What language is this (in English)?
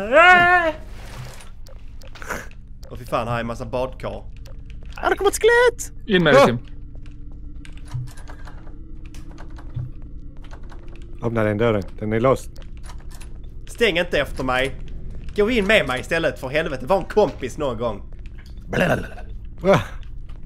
Swedish